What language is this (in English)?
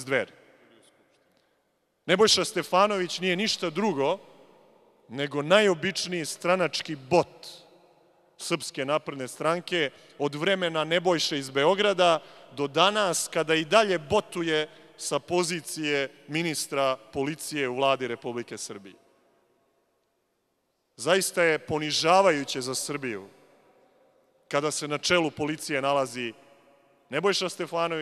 Serbian